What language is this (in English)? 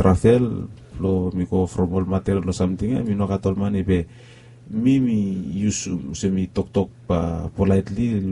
Bislama